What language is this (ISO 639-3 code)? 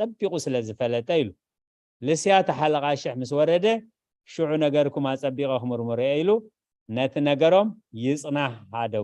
tir